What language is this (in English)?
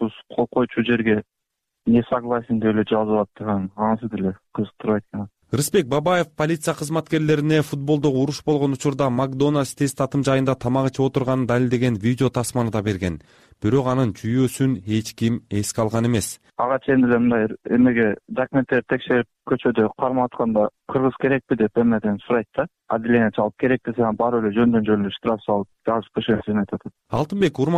Kyrgyz